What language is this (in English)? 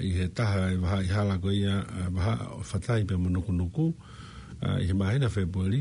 Tongan